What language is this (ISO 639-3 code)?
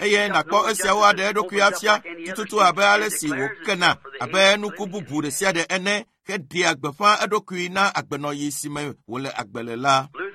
ewe